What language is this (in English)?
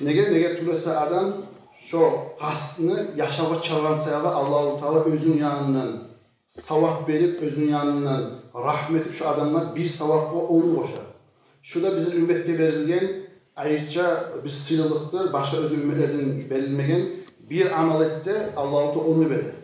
Kumyk